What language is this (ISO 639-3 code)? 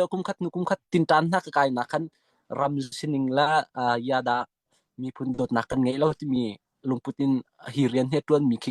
cnh